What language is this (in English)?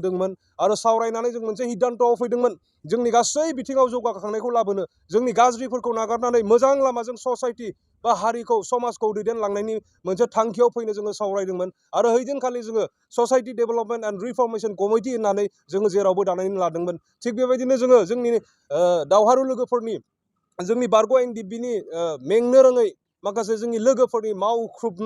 Bodo